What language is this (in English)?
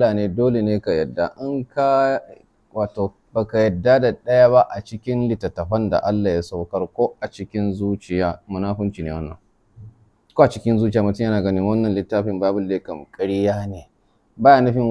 Hausa